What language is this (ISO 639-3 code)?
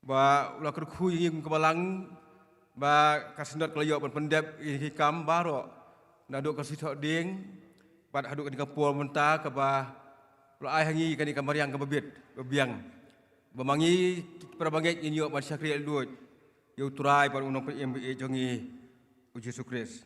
kha